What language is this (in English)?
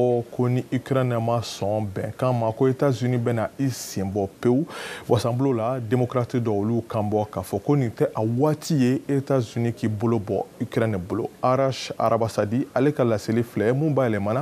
Bambara